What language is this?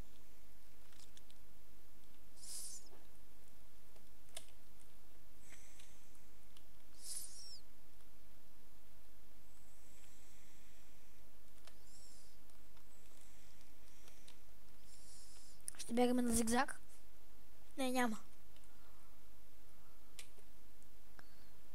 Bulgarian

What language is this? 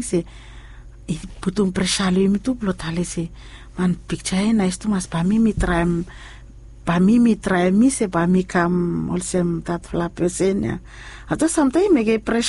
Bislama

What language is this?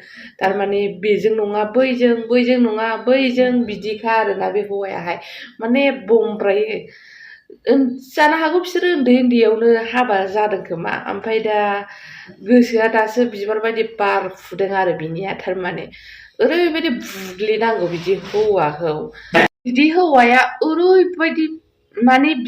Bodo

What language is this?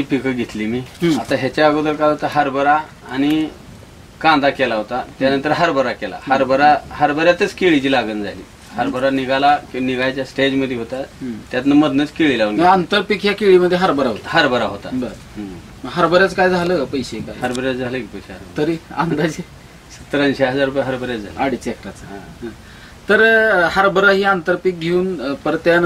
Marathi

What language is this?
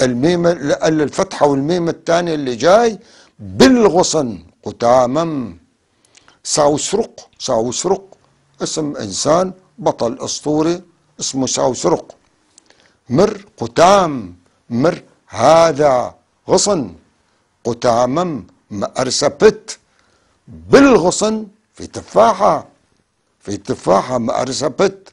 North Levantine Arabic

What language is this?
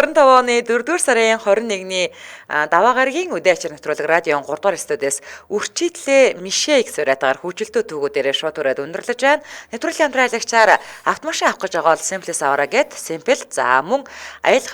Mongolian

